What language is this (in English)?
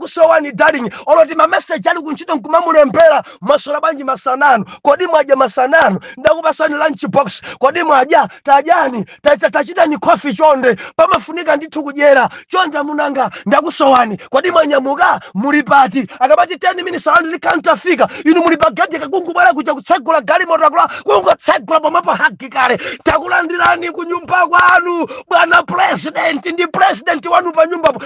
Nyanja